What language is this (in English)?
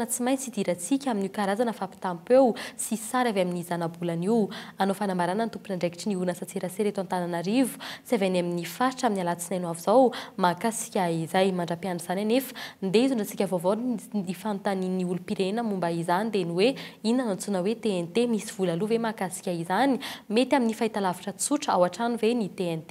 Malagasy